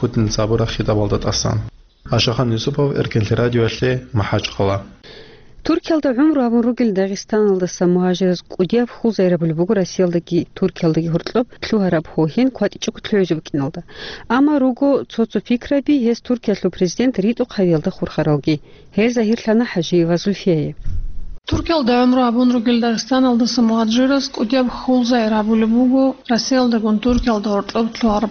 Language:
Avaric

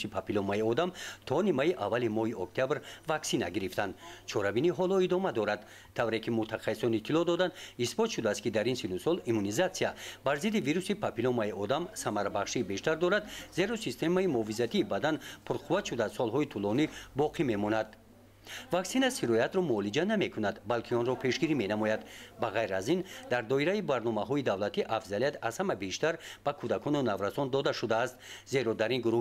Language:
Tajik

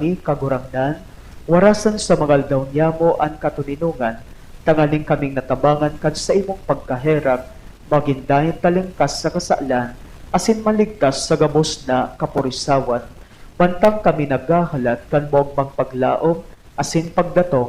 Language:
Bikol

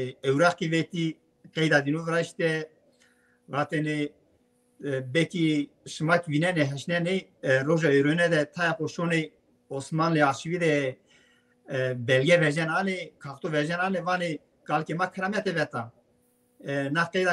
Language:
Zaza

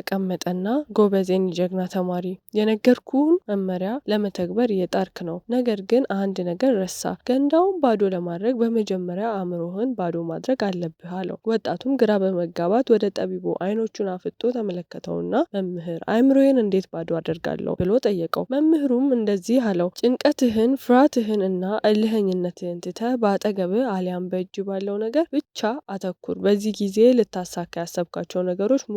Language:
Amharic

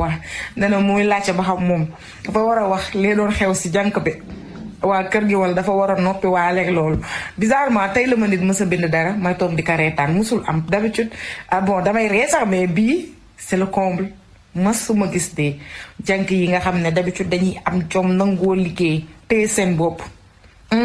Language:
Wolof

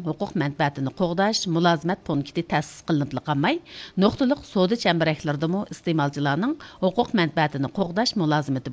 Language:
Uyghur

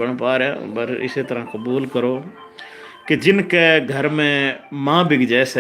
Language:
Haryanvi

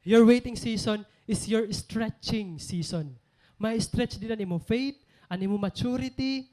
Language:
Waray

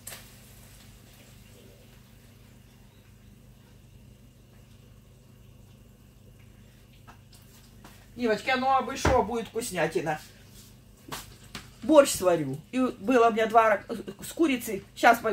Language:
Russian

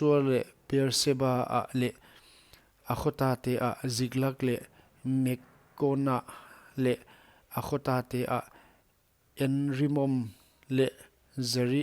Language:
Paite Chin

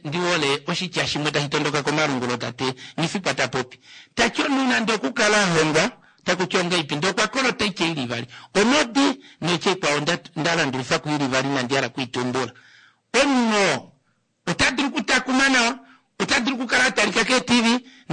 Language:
Kuanyama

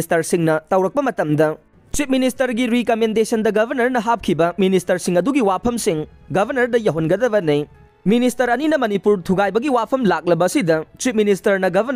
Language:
Manipuri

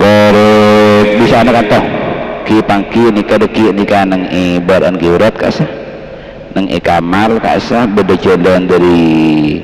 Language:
Madurese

